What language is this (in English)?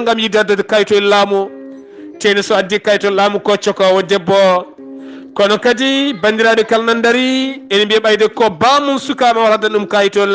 Fula